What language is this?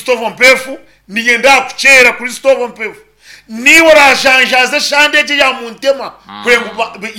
Nyankole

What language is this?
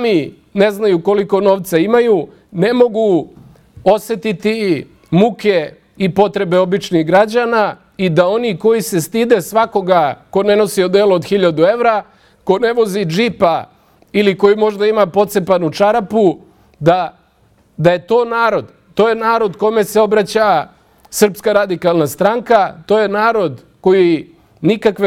Serbian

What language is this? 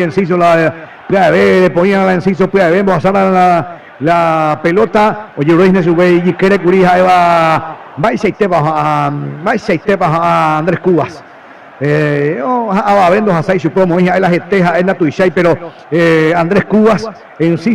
Guarani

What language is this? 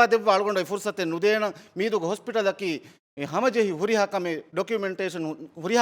Divehi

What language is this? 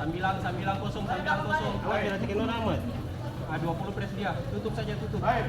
Ambonese Malay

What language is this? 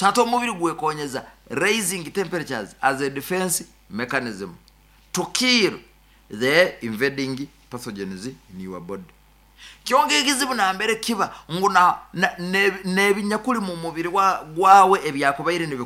Nyoro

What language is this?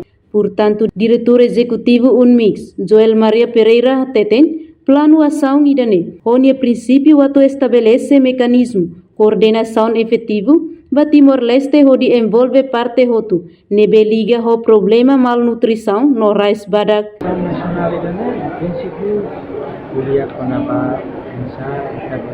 Tetum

